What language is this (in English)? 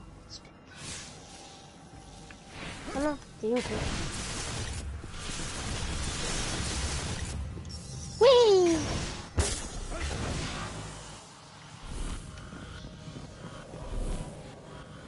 French